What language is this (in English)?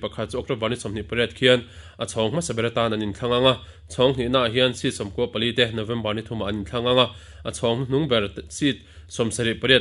Mizo